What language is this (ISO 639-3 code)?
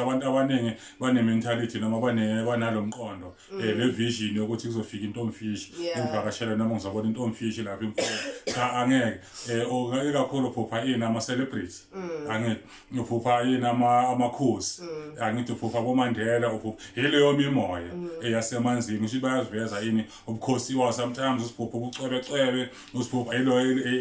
zul